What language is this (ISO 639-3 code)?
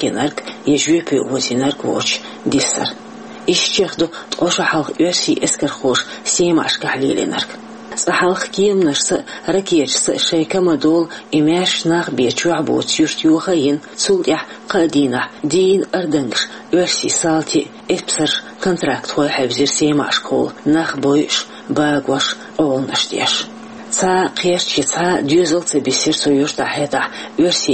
che